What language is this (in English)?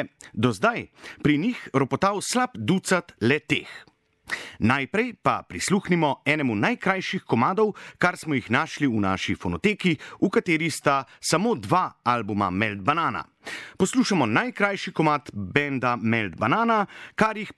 Slovenian